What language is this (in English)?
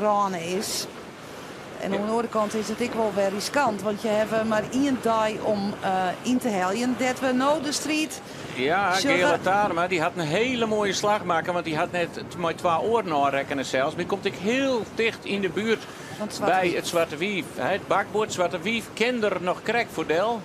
Western Frisian